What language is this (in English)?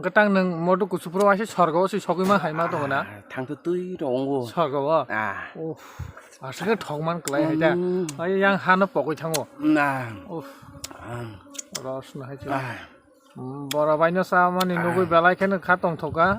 Kok Borok